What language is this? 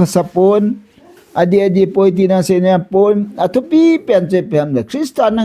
Thado Chin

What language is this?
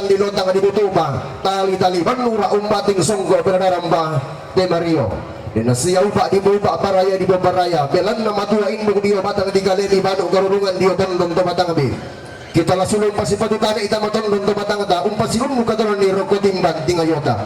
Toraja-Sa'dan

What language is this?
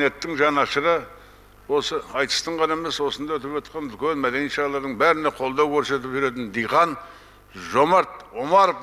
Kazakh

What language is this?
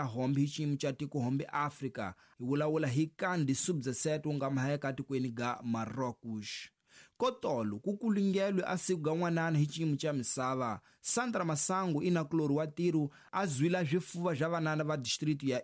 Tsonga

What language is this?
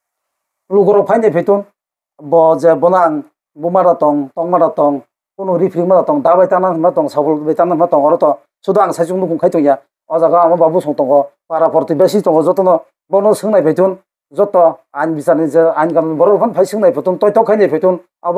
Kok Borok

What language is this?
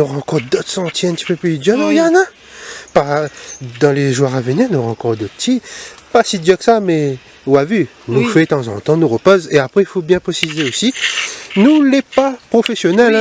Réunion Creole French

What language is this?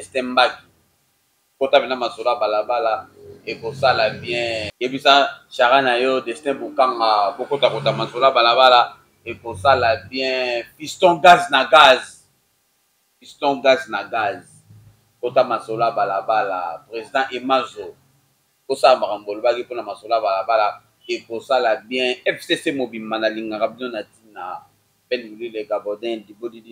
Lingala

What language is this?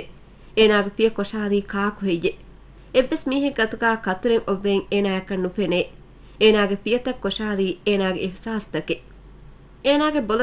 Divehi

